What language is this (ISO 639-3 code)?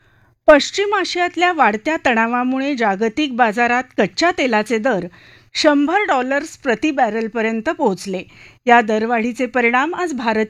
mar